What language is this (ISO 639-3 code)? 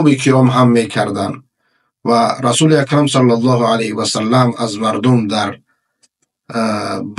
fas